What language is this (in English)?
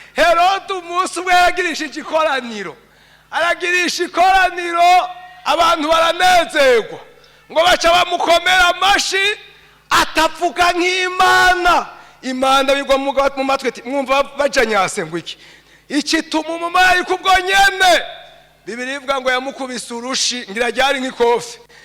Rundi